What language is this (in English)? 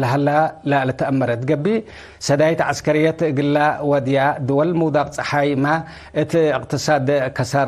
Tigre